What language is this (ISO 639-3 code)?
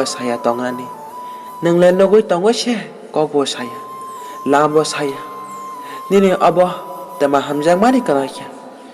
trp